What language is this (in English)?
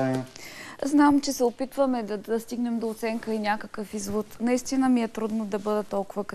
Bulgarian